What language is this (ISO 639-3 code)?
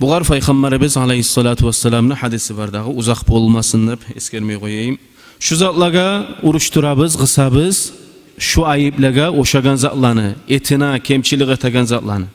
kum